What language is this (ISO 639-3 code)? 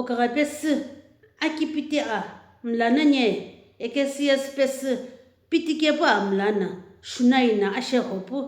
nsm